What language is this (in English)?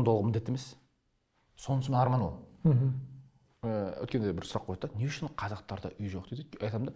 Kazakh